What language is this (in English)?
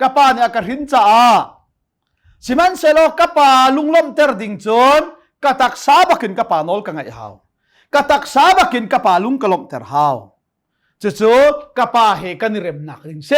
Hakha Chin